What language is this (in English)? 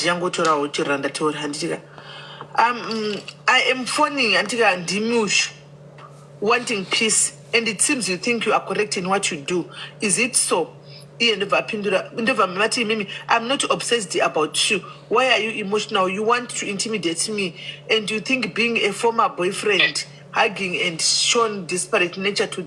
Shona